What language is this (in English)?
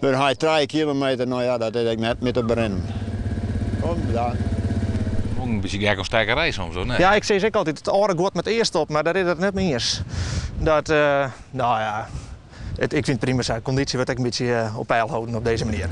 Western Frisian